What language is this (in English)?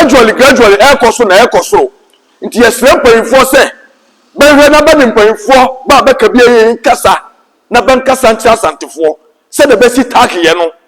Akan